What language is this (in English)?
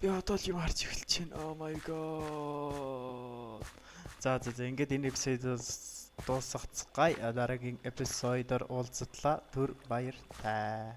Mongolian